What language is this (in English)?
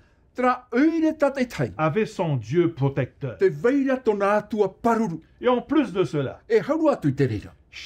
Tahitian